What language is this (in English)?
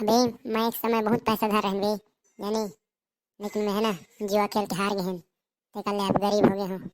Chhattisgarhi